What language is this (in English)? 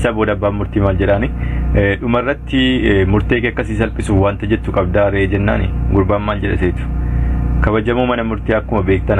Oromo